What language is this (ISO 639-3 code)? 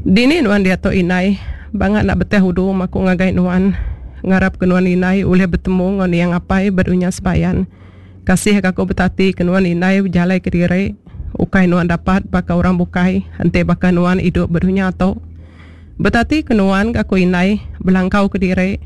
iba